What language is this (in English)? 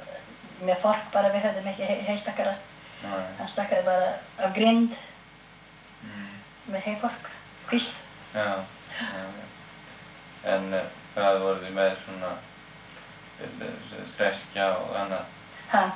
Icelandic